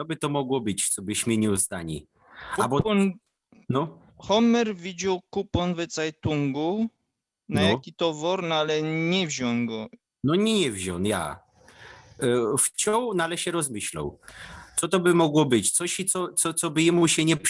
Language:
Silesian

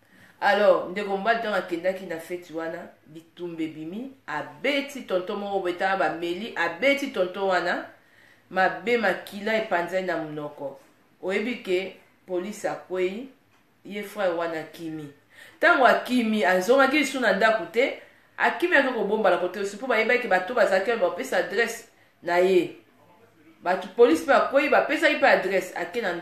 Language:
Lingala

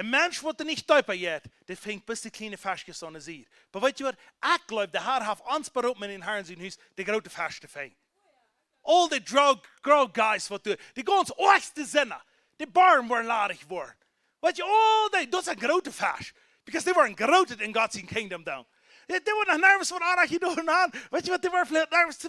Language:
Plautdietsch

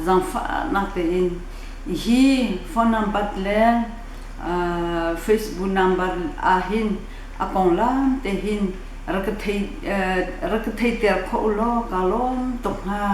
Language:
Hakha Chin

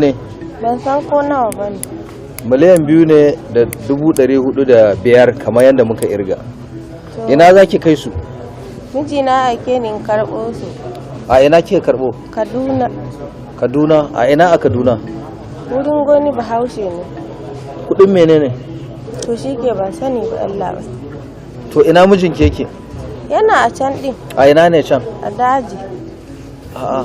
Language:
Hausa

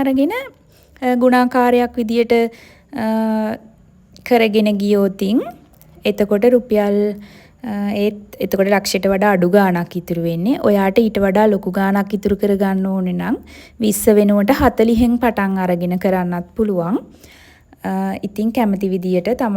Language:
Sinhala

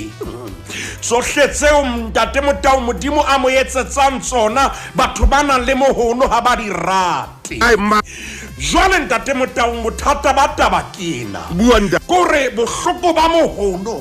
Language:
Southern Sotho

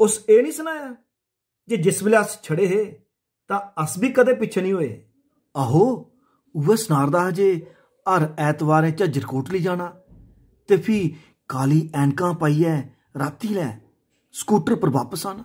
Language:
Dogri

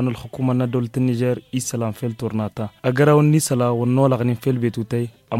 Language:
Tamasheq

